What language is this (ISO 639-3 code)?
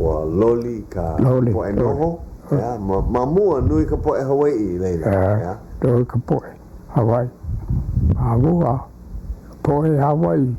haw